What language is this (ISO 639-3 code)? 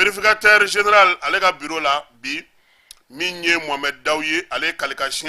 bam